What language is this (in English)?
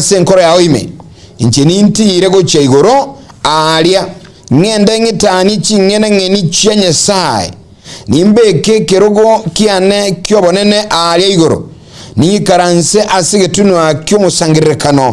Gusii